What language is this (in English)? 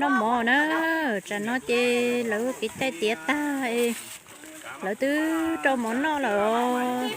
Hmong